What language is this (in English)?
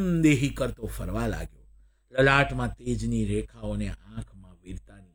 Gujarati